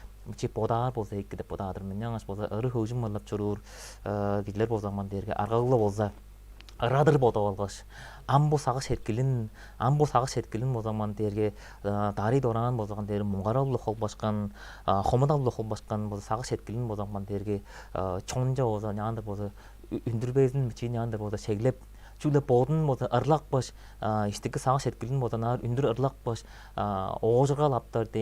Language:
Tuvinian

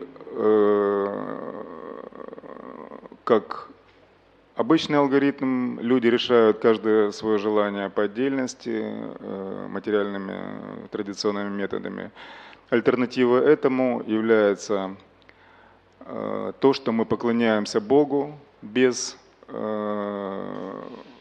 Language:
Russian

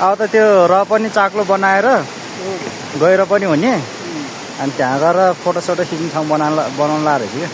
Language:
Nepali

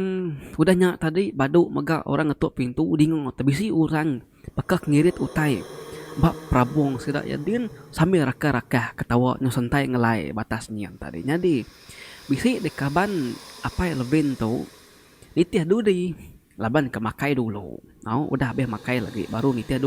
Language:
Iban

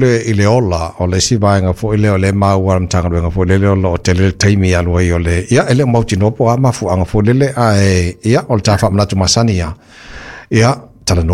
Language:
Samoan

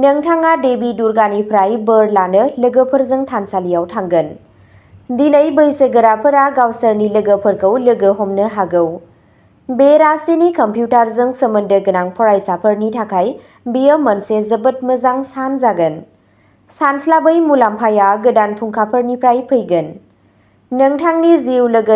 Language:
Bodo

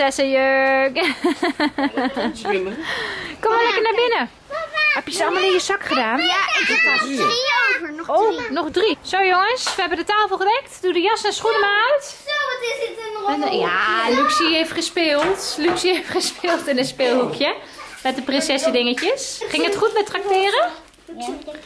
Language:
Dutch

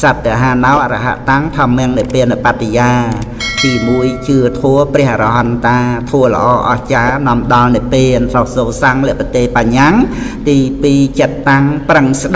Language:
Khmer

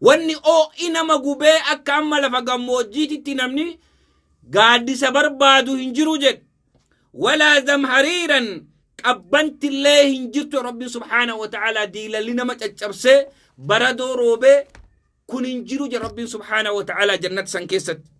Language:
Oromo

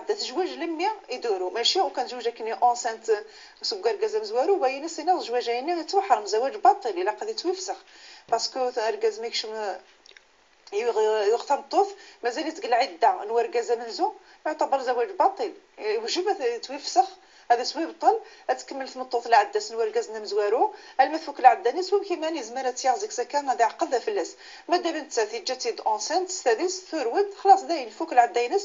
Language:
Moroccan Arabic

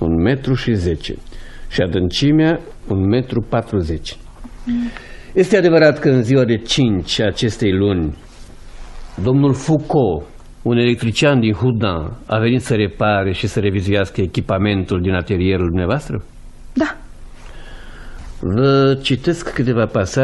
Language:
Romanian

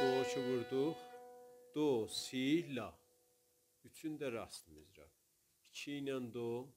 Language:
South Azerbaijani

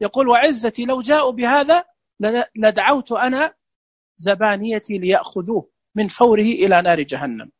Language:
Najdi Arabic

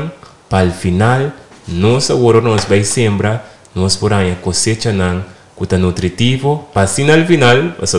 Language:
Papiamento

